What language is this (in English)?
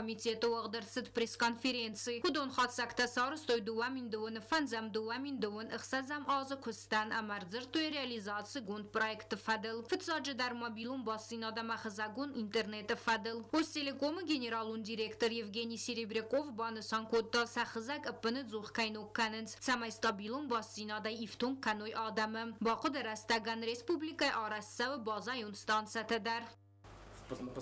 Ossetic